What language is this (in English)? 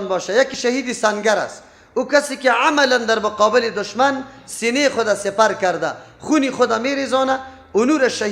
Persian